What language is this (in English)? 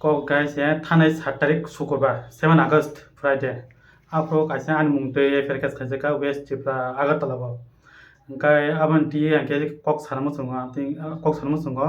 Kok Borok